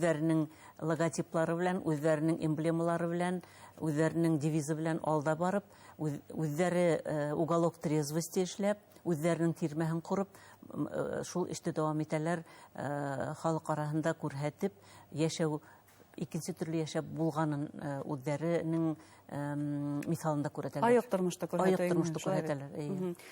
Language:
Bashkir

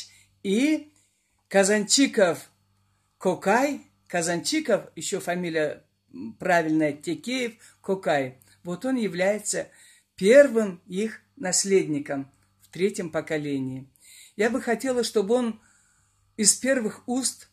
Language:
Karachay-Balkar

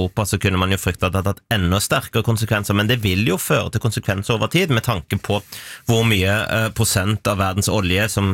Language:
Norwegian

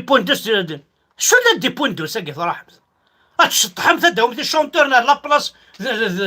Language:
Kabyle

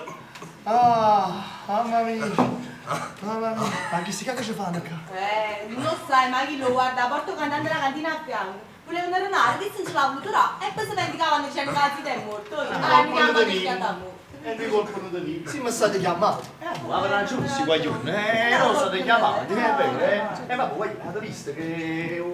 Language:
Neapolitan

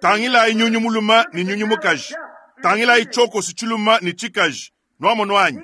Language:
Luba-Lulua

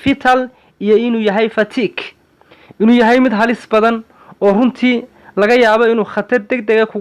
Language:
Somali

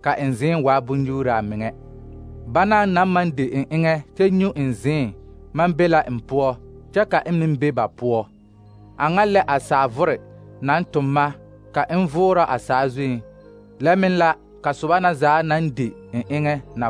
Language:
Southern Dagaare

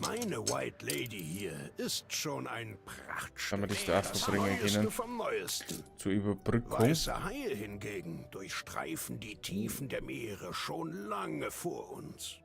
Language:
Bavarian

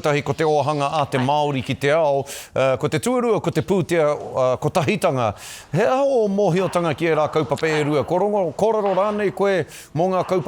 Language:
Māori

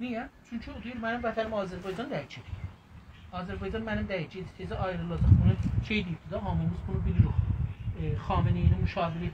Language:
South Azerbaijani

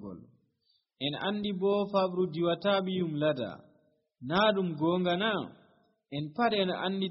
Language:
Nigerian Fulfulde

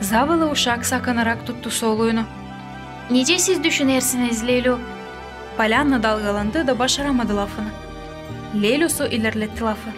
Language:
Gagauz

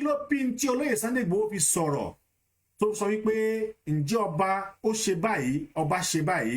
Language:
Yoruba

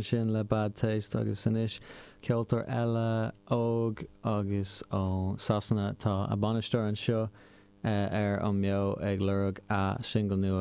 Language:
Irish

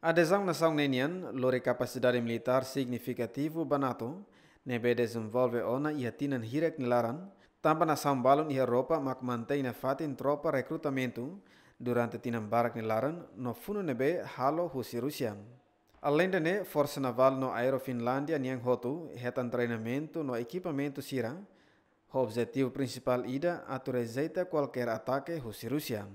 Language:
Tetum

